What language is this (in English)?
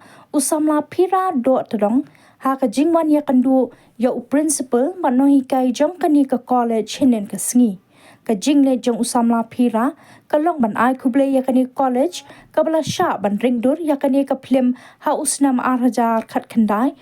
Khasi